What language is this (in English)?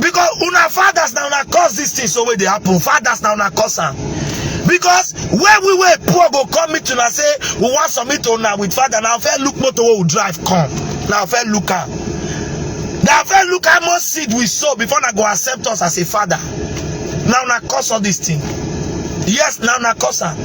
Nigerian Pidgin